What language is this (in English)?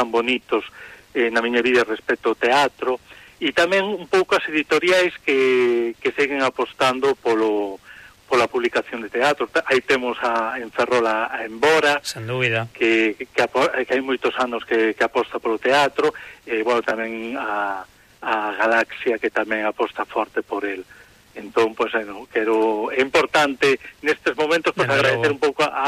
Galician